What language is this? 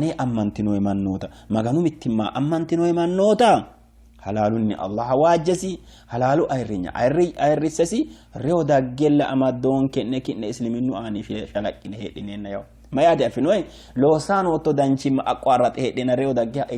Sidamo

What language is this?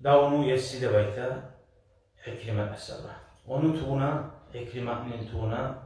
Kumyk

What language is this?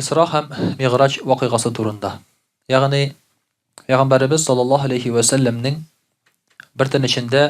Tatar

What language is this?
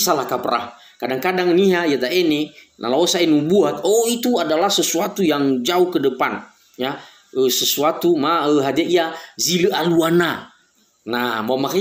Nias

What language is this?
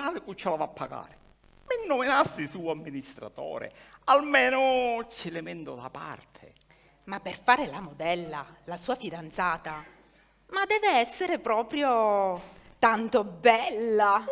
Sicilian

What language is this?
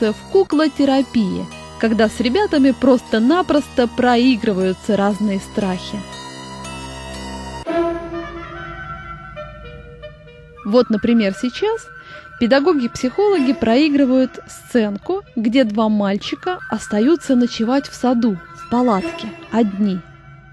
Russian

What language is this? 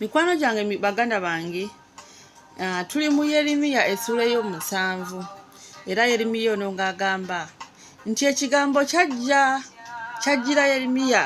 Ganda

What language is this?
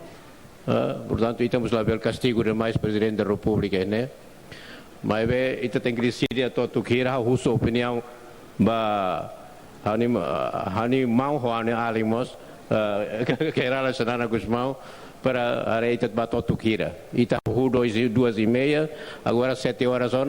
Tetum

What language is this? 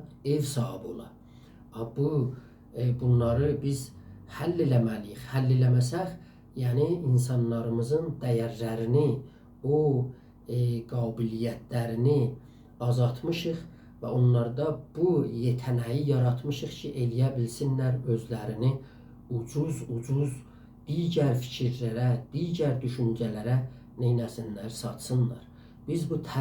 South Azerbaijani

